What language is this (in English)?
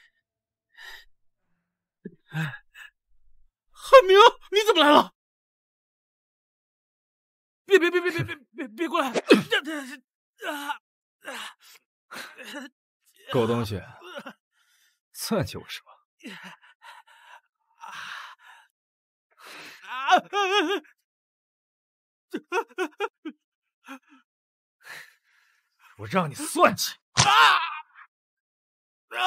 Chinese